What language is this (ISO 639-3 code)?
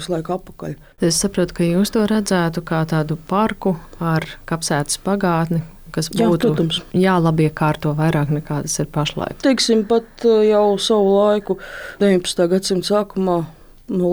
lav